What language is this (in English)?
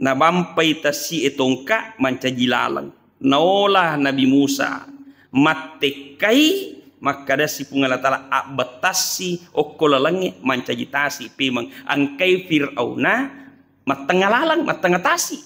Buginese